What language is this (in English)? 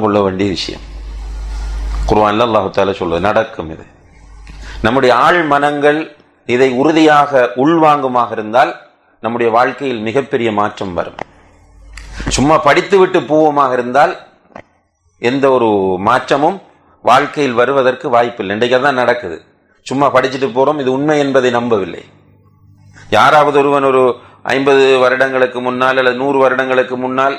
Tamil